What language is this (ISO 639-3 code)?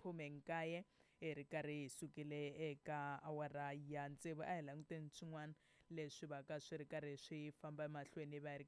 tso